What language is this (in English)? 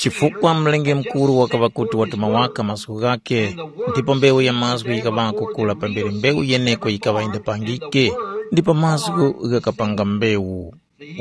Tumbuka